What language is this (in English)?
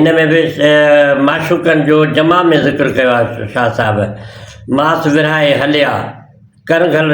Sindhi